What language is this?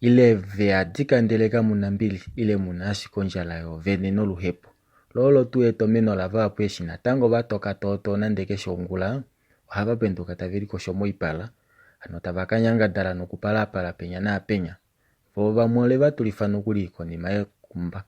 Kuanyama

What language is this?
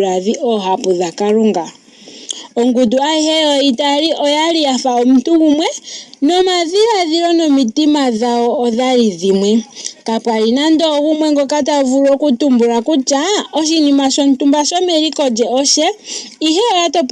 Ndonga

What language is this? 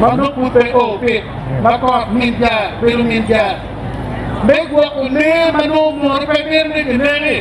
Acoli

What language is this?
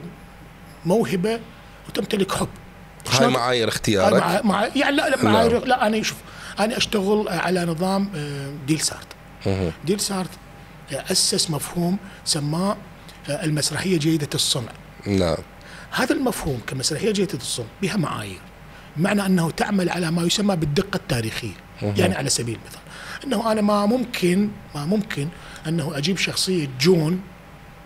Mesopotamian Arabic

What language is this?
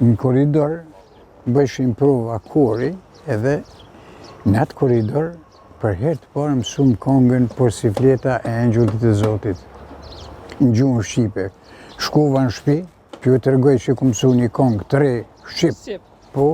Albanian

